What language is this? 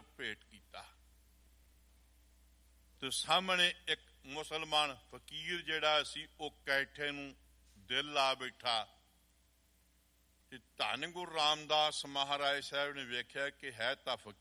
Punjabi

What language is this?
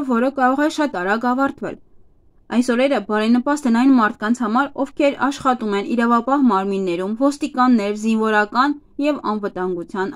Armenian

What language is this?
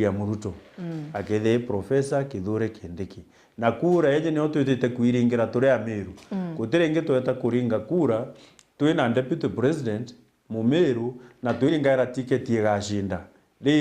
Meru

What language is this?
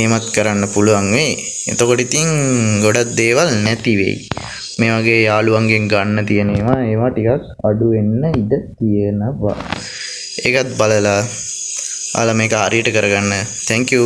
Sinhala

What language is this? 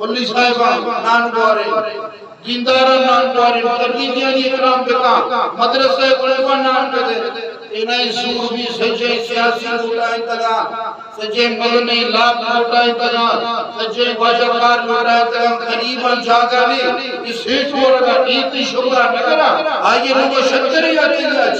Eastern Balochi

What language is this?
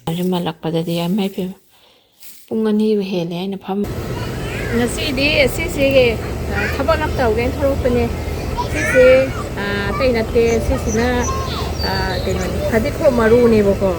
Manipuri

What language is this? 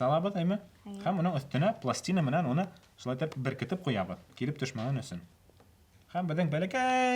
Bashkir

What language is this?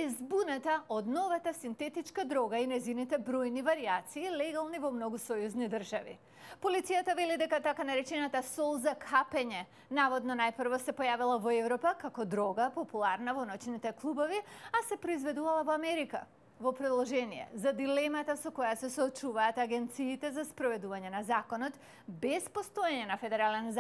Macedonian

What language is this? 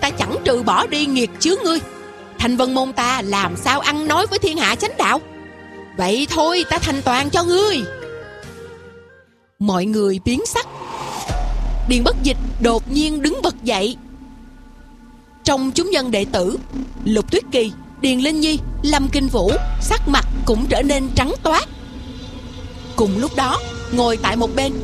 Vietnamese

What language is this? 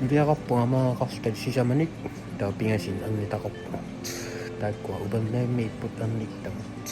Kalaallisut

